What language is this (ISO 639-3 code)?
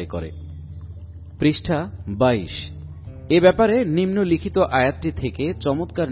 ben